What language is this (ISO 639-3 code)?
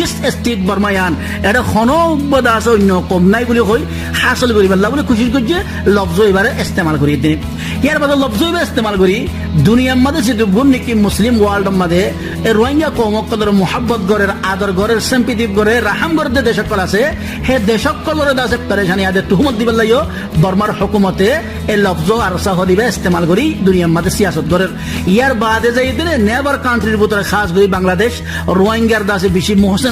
rhg